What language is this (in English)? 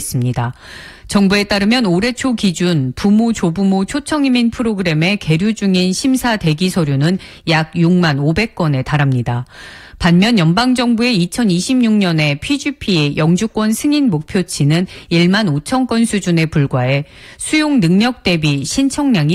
Korean